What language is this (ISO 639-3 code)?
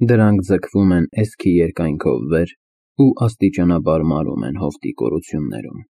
hye